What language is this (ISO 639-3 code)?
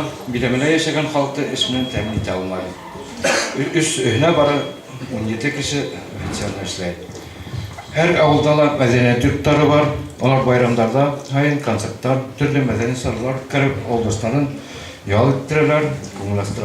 bak